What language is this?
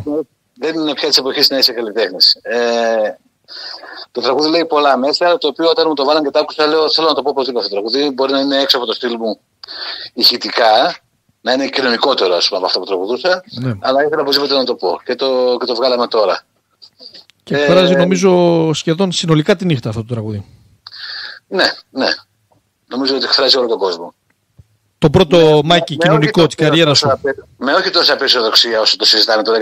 Greek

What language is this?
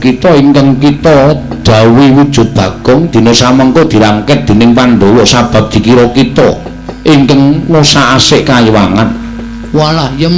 Javanese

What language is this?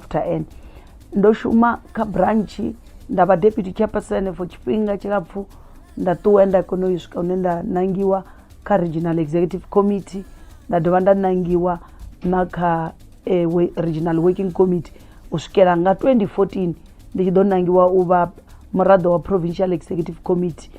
Venda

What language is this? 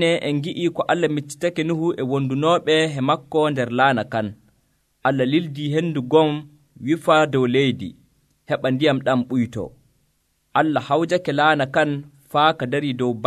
Nigerian Fulfulde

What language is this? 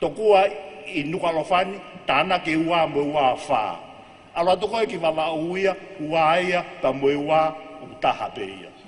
Tongan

